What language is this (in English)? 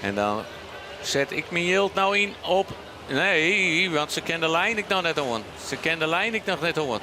Western Frisian